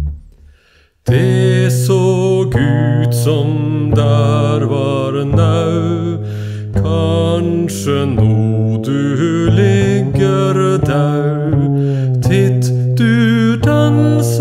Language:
Norwegian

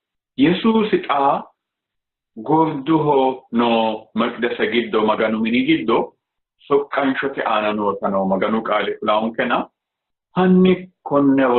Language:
Sidamo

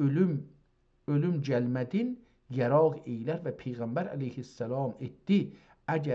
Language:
South Azerbaijani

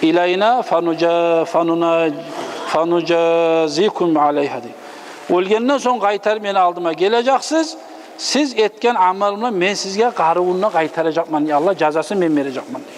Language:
Kumyk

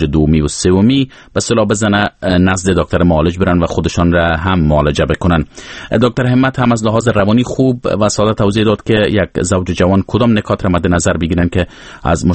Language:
Persian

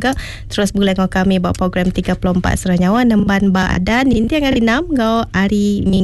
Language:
Iban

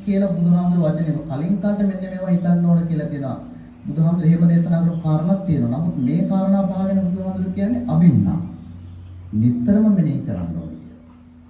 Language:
Sinhala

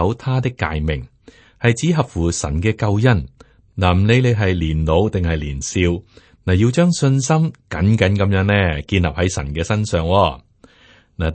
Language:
Cantonese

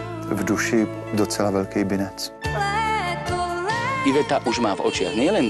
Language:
Czech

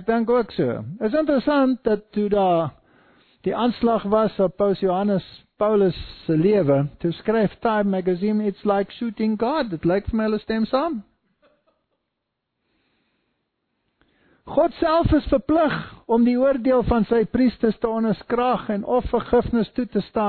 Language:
Afrikaans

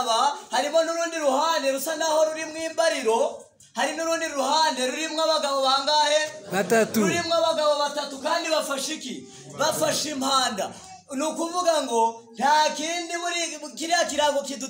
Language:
Kinyarwanda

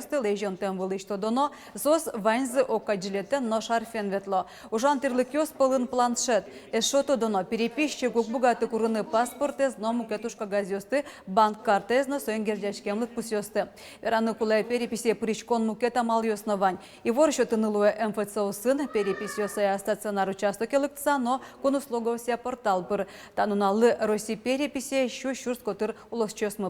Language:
Udmurt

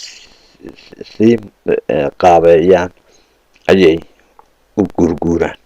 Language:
Somali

